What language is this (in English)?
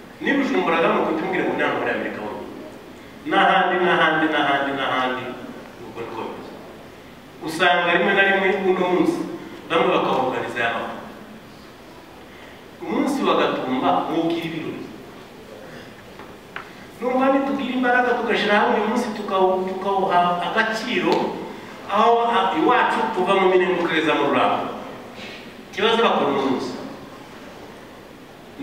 Kinyarwanda